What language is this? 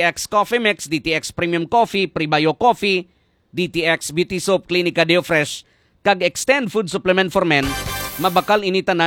Hiligaynon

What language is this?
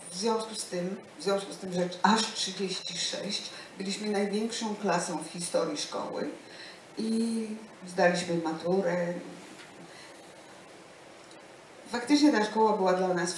Polish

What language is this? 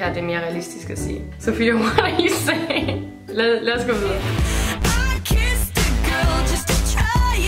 Danish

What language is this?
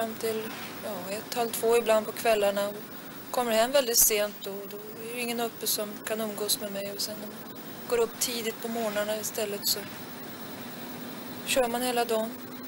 Swedish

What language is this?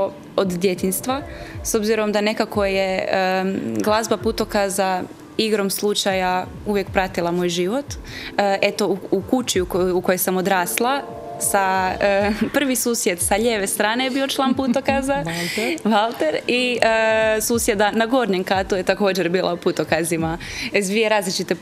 Croatian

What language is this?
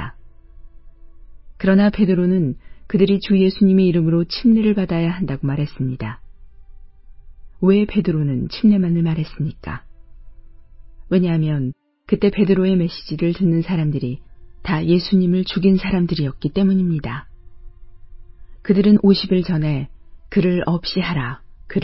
Korean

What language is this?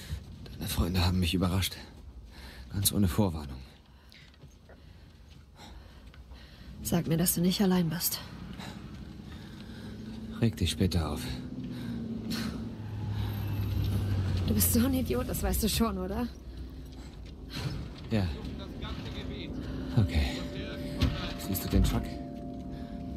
German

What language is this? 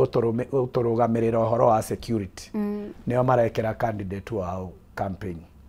Kikuyu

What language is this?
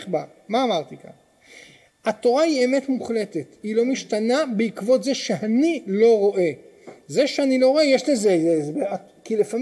Hebrew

